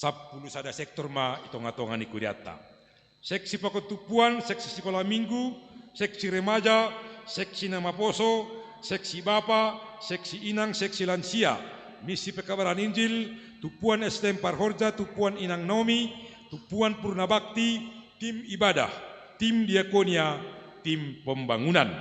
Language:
Batak Simalungun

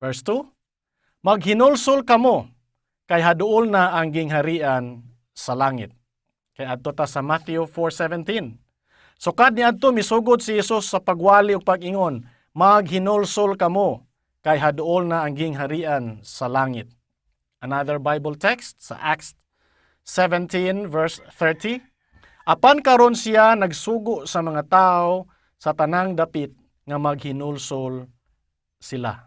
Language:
Cebuano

